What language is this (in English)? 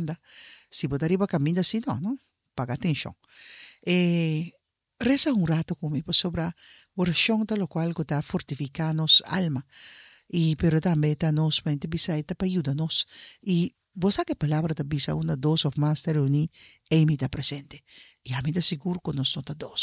Papiamento